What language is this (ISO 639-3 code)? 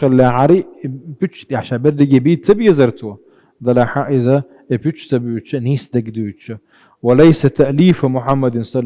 che